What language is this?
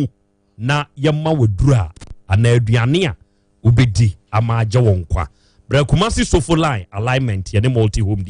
Akan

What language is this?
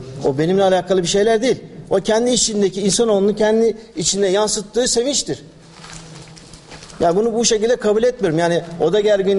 Turkish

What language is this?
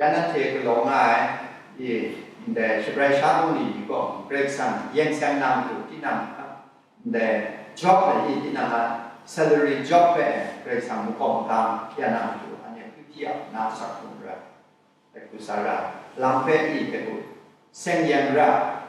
Kachin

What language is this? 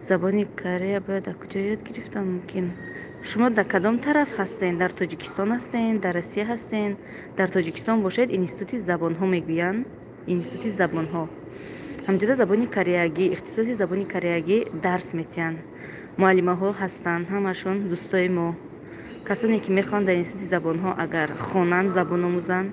Tajik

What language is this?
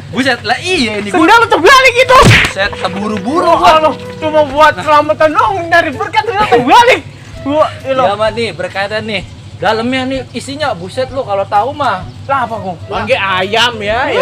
Betawi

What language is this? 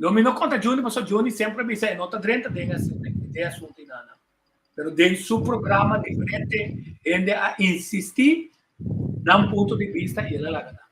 Papiamento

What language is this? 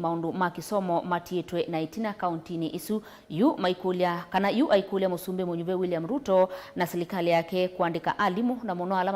Kamba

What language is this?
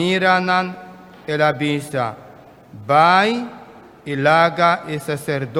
Papiamento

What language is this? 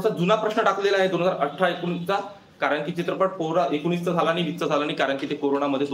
Marathi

